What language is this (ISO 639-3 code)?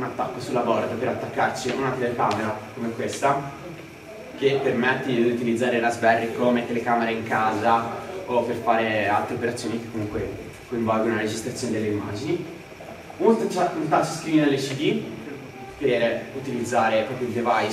ita